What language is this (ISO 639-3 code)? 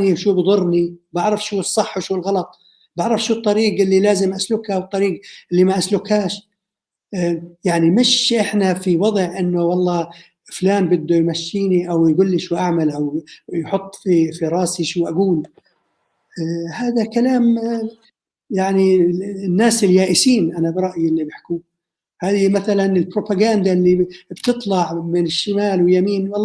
apc